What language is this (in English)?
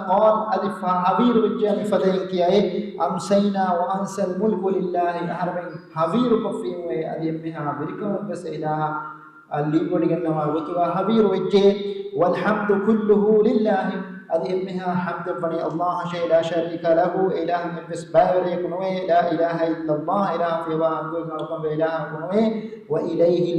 Divehi